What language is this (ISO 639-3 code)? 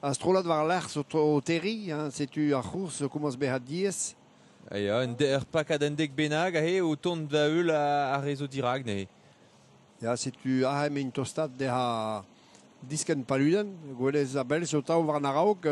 bre